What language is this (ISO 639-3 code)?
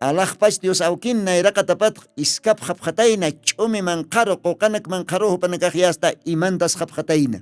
aym